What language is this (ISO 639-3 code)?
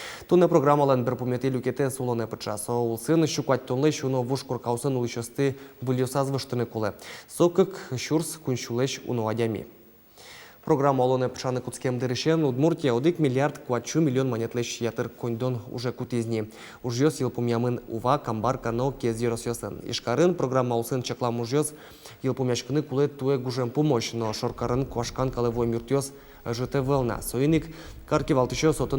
udm